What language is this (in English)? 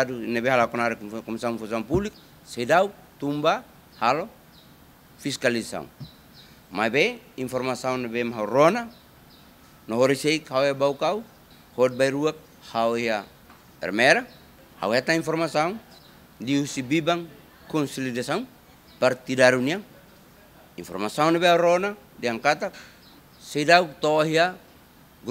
Tetum